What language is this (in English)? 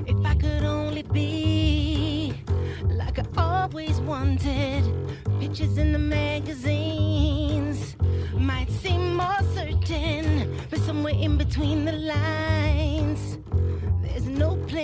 English